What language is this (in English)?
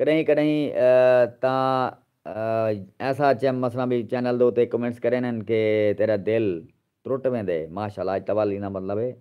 Saraiki